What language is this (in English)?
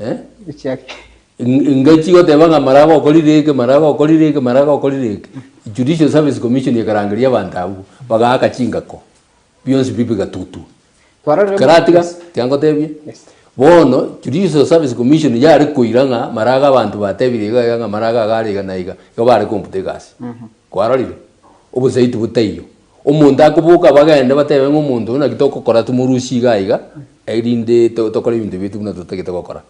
Gusii